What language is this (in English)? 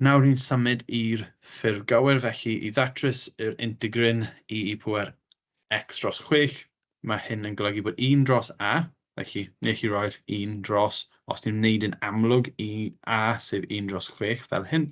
Welsh